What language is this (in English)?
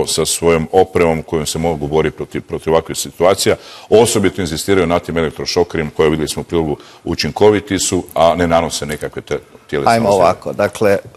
Croatian